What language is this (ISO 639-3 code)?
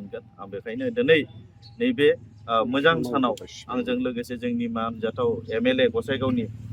brx